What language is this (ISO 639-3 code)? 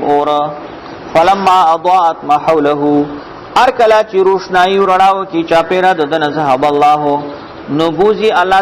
pus